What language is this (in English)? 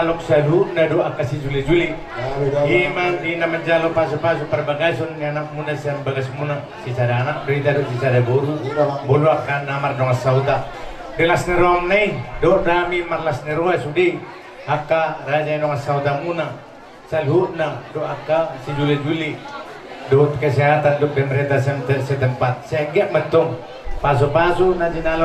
Batak Toba